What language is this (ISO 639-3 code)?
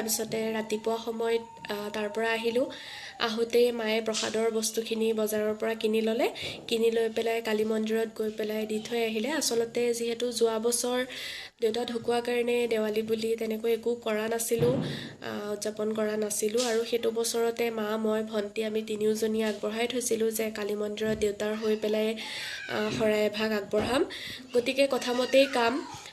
asm